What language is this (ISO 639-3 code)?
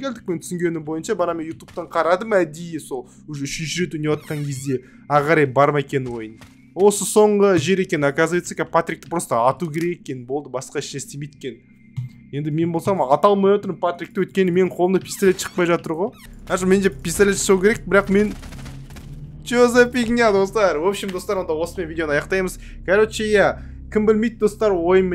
kaz